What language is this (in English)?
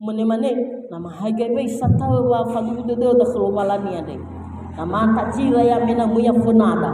Nias